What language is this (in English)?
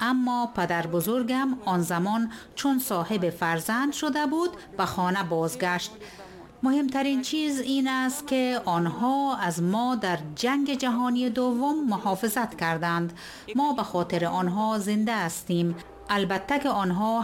Persian